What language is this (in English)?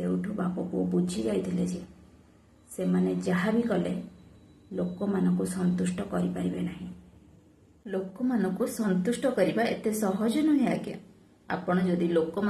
Odia